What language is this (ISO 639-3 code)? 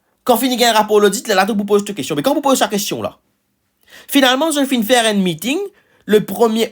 mfe